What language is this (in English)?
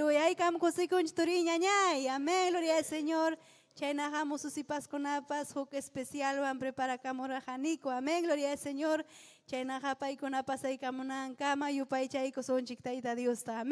Ayacucho Quechua